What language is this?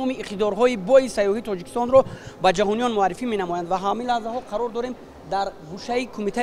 Tajik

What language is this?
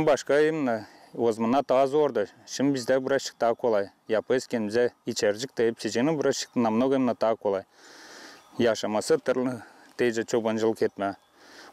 Gagauz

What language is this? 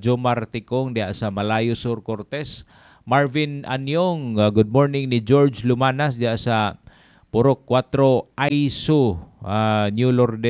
Cebuano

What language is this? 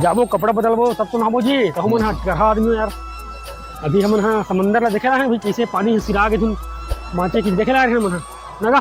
Chhattisgarhi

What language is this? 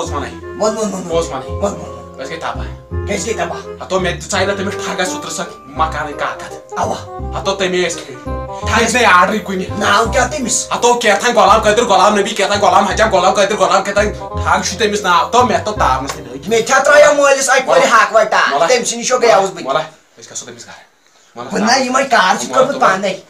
Kashmiri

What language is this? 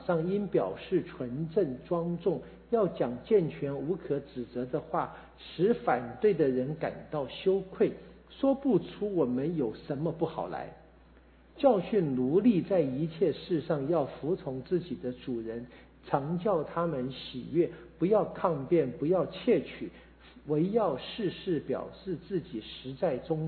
Chinese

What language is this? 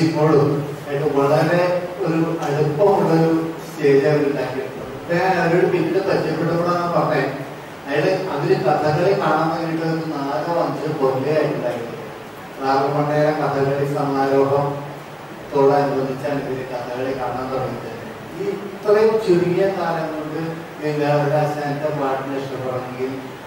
Malayalam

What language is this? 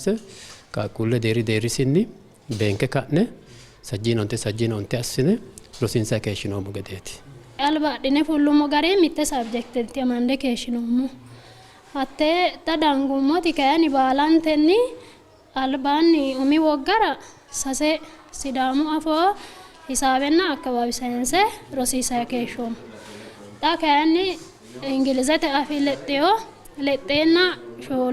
Sidamo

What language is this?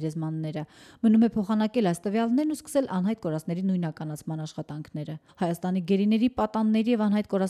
Armenian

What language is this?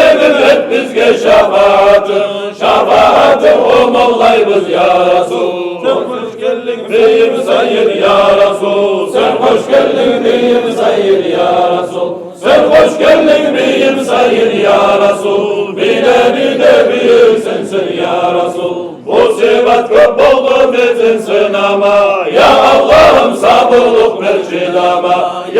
Kumyk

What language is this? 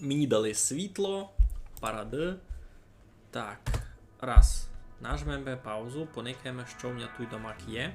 Rusyn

